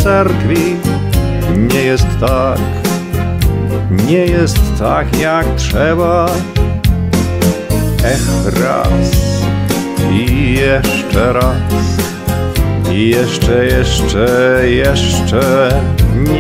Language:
Polish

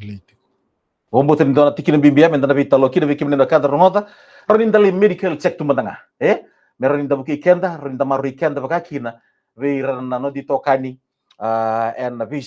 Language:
Fijian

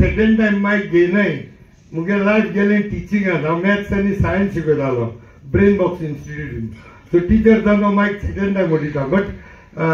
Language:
Konkani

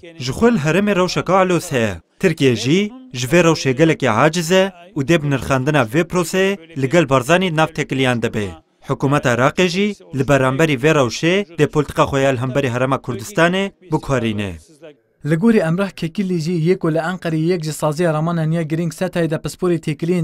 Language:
Kurdish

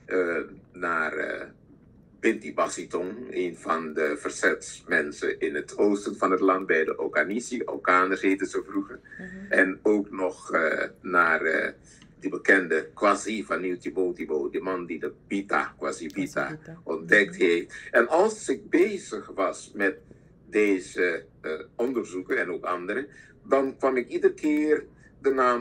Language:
Dutch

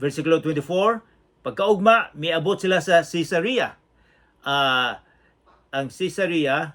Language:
Cebuano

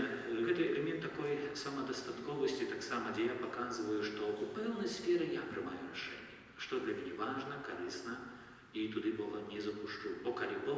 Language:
Belarusian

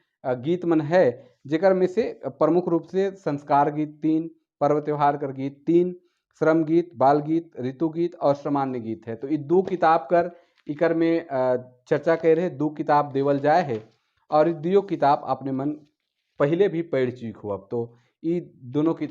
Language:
Sadri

